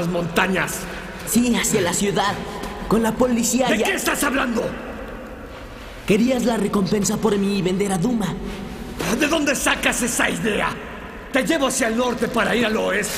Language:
Spanish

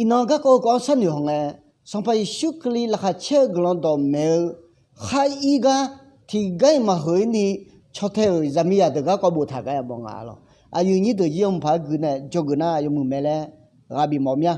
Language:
Akha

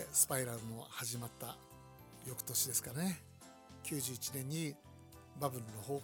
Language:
Japanese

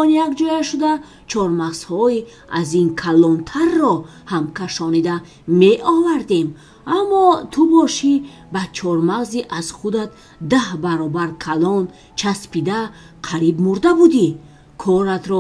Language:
Tajik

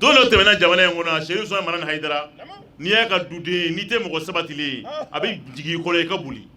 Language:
Bambara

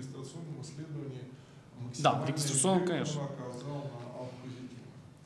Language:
Russian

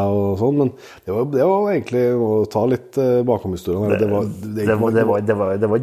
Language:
Norwegian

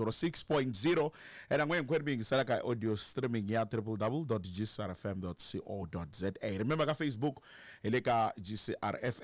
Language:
Tsonga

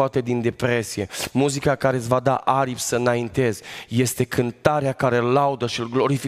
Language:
Romanian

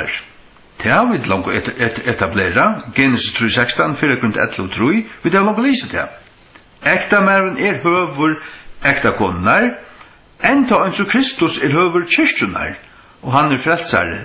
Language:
Faroese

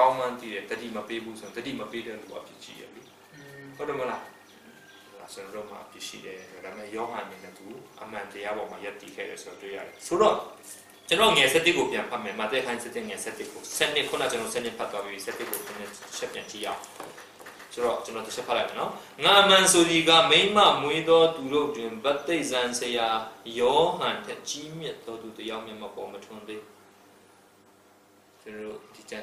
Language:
Burmese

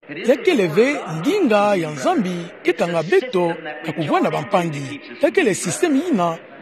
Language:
Kituba (Democratic Republic of Congo)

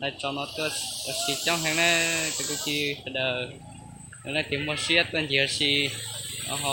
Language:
Hmong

